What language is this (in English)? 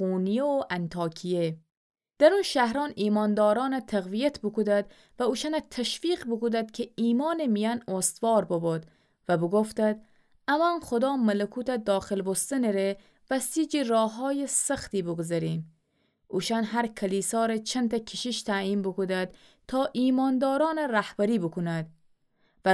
Gilaki